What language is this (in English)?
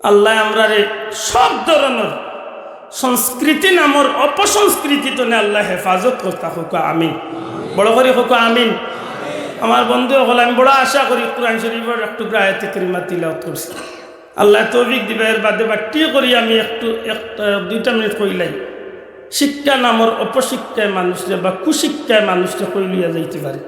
Sylheti